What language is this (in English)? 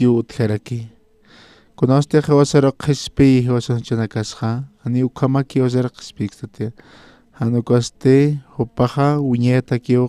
Aymara